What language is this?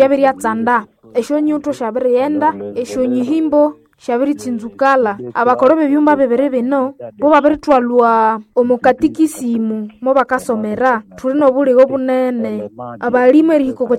Nande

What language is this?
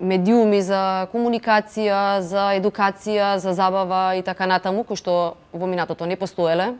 Macedonian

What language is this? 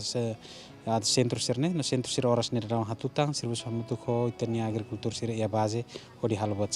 Tetum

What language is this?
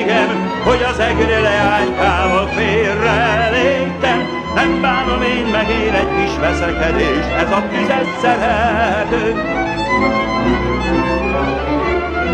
Hungarian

